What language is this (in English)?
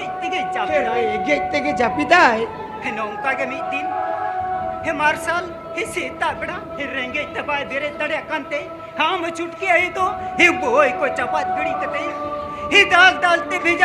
Santali